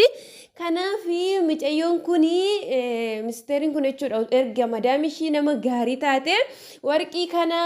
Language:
Oromo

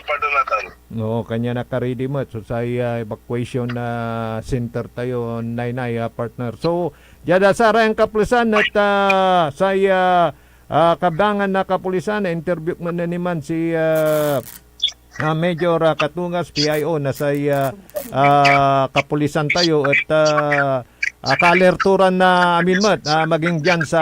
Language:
Pangasinan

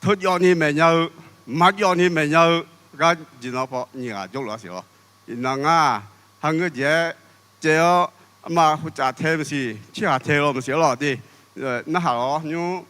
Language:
Akha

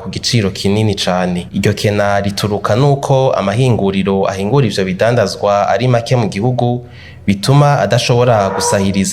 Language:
Rundi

